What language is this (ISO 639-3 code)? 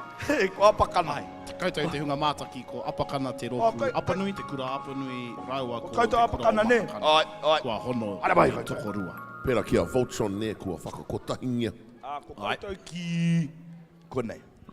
mri